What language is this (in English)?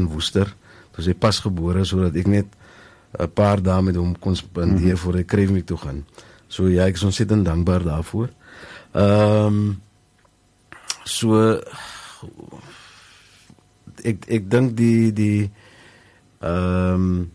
Afrikaans